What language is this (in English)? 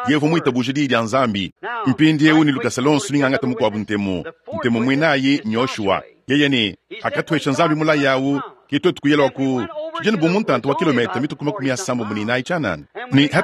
Luba-Lulua